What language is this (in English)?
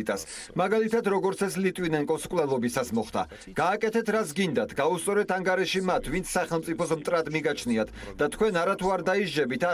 Georgian